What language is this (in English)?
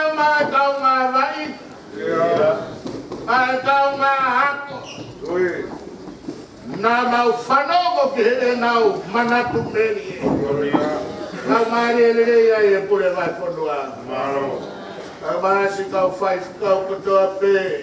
Tongan